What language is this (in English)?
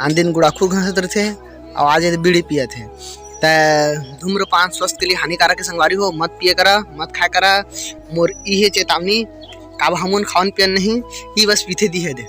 Chhattisgarhi